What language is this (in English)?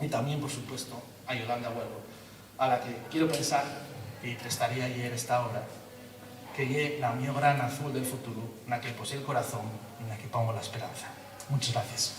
Asturian